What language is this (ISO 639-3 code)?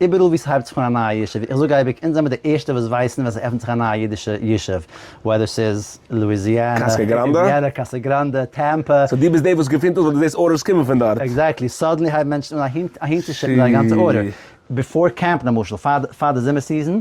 yid